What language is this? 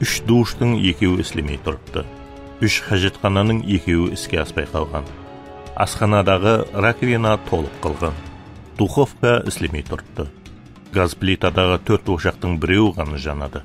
Kara-Kalpak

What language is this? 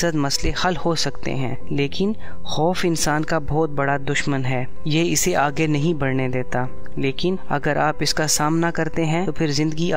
Urdu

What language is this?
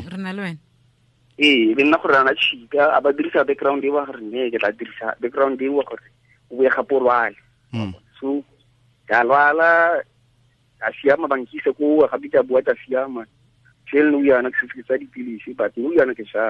Tswana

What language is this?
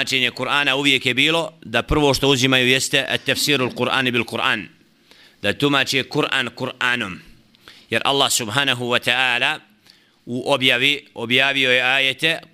Bosnian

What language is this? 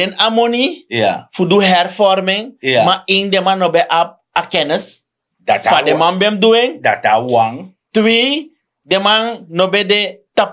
Sranan Tongo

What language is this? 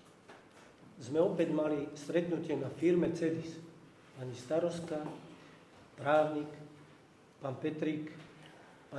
Slovak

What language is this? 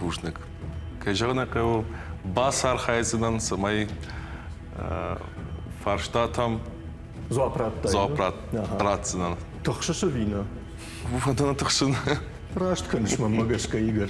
Ossetic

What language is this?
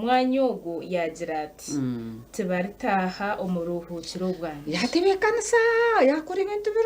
Nyankole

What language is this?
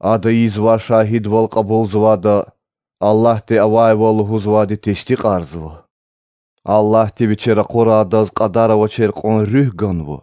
Lezghian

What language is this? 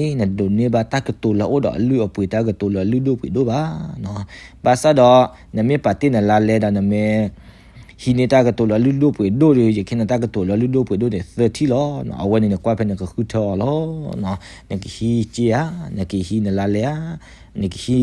S'gaw Karen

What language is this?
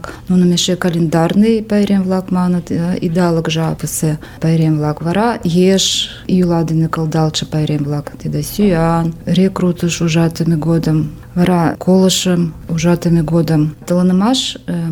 Mari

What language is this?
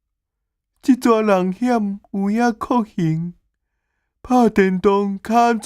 Min Nan Chinese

